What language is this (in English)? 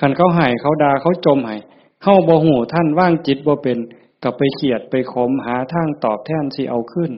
Northeastern Thai